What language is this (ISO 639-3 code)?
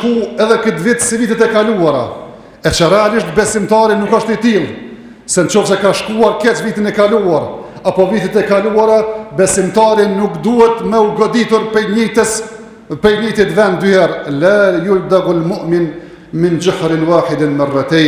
sqi